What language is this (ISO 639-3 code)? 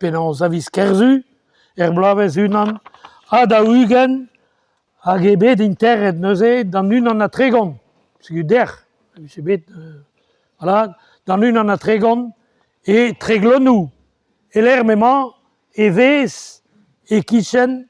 bre